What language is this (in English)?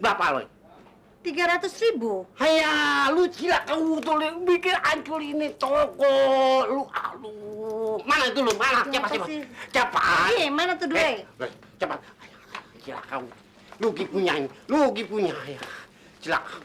Betawi